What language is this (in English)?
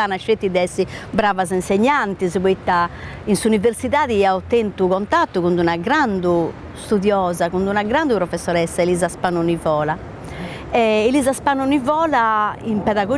Sardinian